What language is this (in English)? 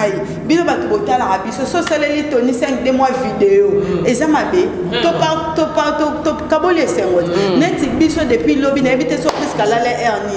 Lingala